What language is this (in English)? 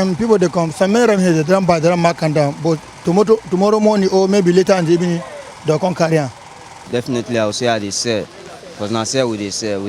Nigerian Pidgin